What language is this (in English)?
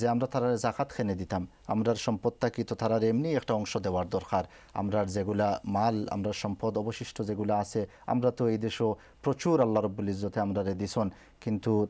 Bangla